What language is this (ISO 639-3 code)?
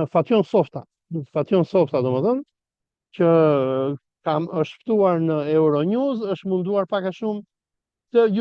sqi